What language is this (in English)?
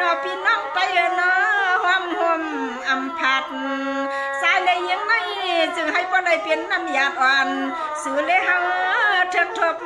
Shan